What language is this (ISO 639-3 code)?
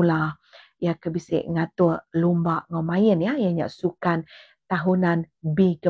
iba